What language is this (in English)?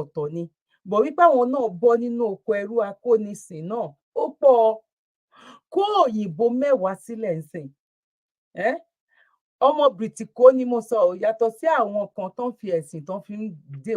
Yoruba